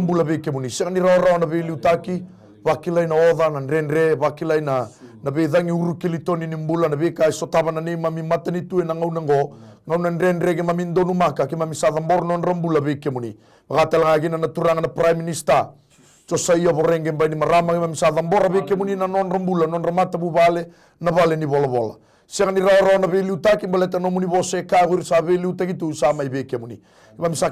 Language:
Fijian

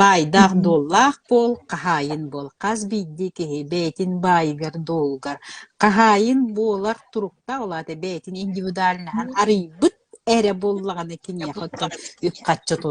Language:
Yakut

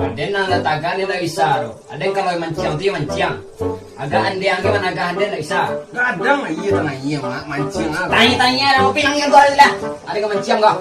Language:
Minangkabau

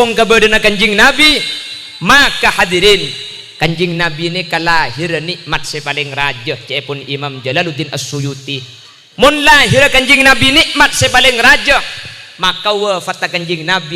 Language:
Madurese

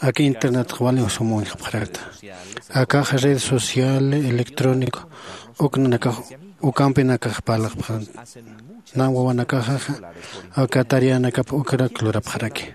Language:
Aymara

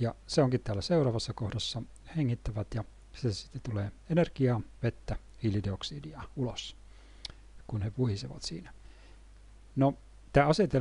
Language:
Finnish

